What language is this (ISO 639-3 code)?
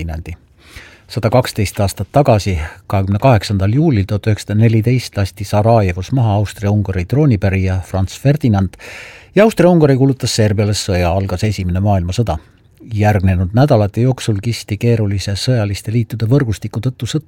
est